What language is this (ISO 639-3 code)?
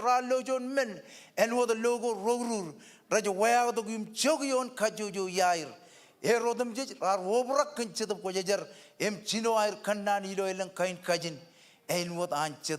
mah